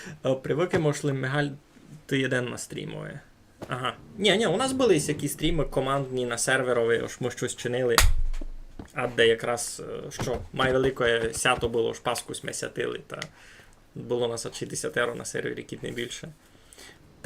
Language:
Rusyn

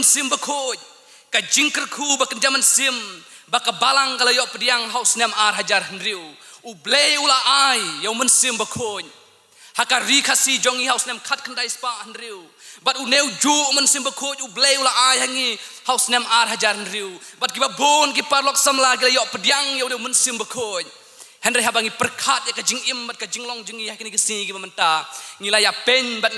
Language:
Khasi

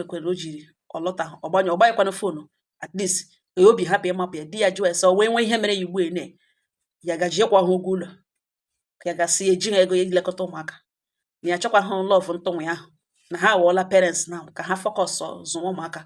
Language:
Igbo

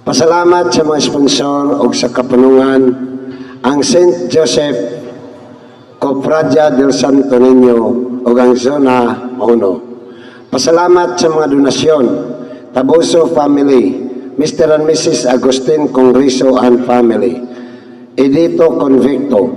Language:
Cebuano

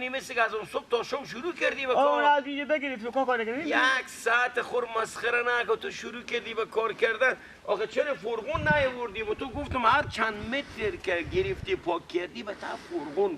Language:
Persian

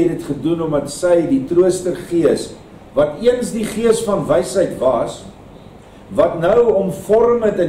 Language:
Afrikaans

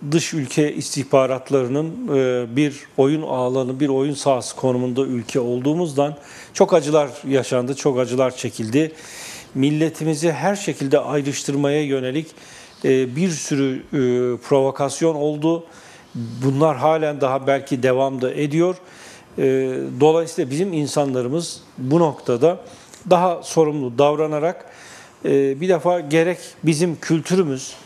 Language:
Turkish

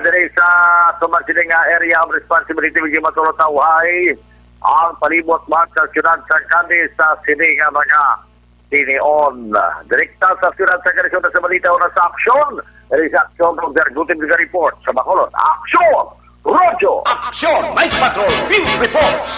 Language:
Hiligaynon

